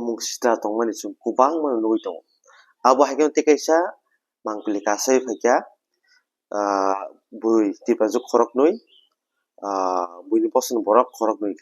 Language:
Kok Borok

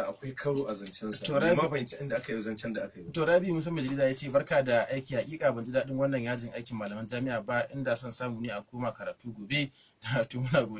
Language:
Hausa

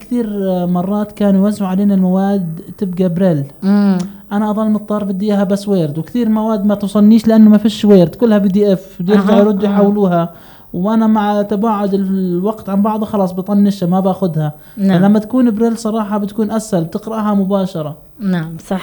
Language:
North Levantine Arabic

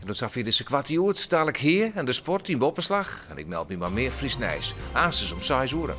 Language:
Western Frisian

